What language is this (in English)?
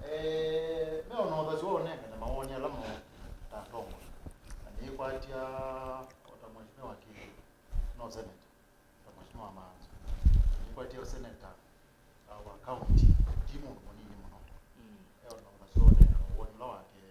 Kamba